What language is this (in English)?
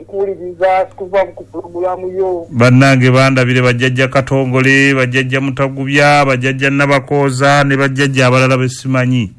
Ganda